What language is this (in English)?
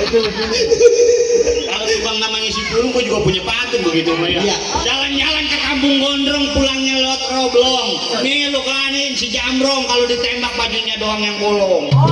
Betawi